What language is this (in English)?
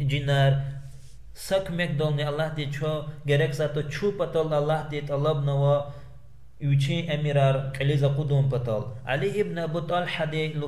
Lezghian